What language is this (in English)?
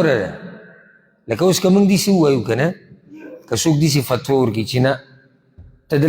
Pashto